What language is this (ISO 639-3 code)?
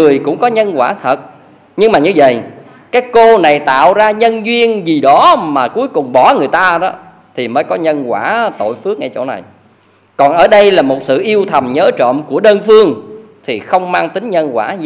vie